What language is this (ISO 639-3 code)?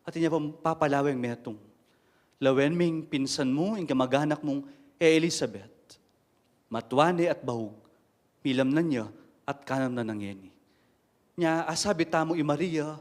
pam